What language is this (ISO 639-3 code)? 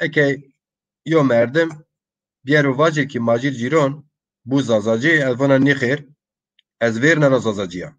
zza